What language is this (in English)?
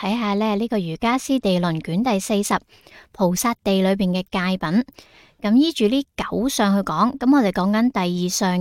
Cantonese